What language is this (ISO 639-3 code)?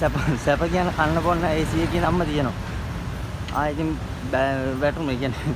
sin